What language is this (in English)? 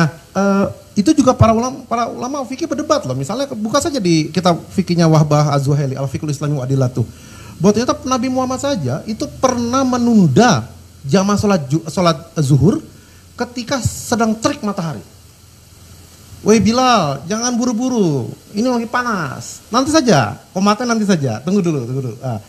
Indonesian